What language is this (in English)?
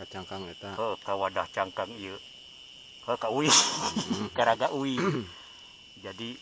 Sundanese